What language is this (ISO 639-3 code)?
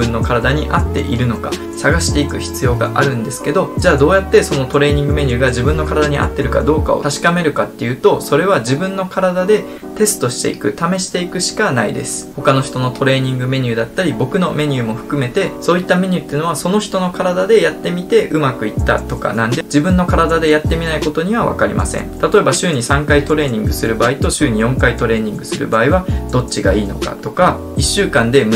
jpn